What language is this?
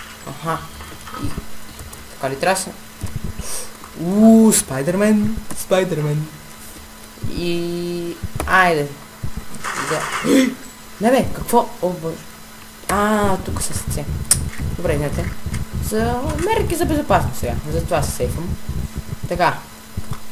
Bulgarian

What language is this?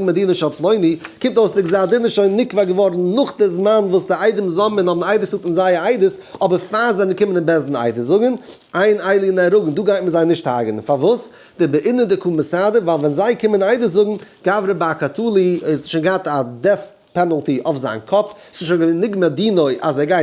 Yiddish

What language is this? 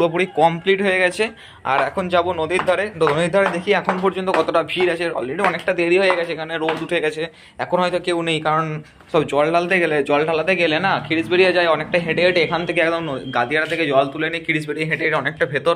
Bangla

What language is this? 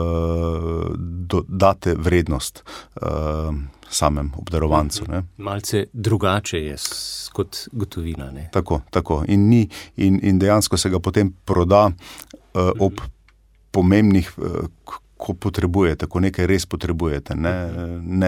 Slovenian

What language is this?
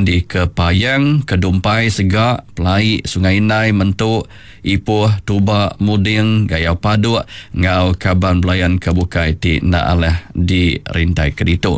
Iban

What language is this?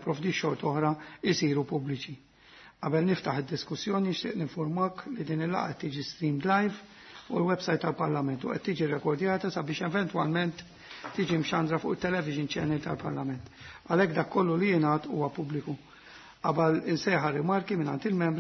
Maltese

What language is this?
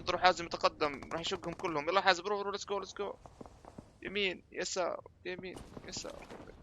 North Levantine Arabic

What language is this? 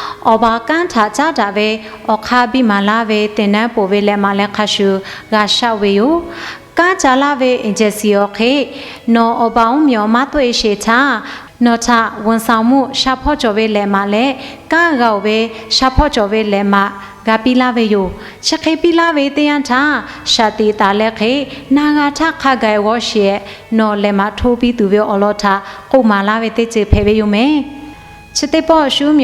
Lahu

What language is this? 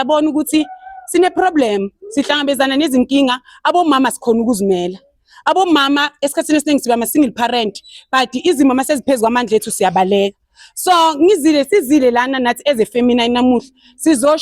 Zulu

